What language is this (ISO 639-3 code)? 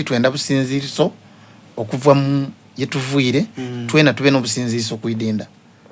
xog